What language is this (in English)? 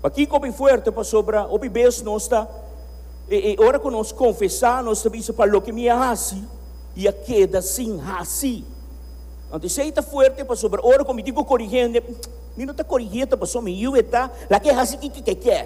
Papiamento